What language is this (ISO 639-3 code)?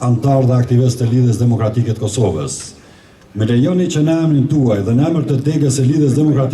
sqi